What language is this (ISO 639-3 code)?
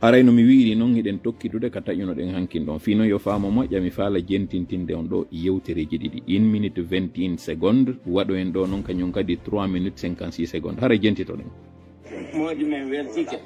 ful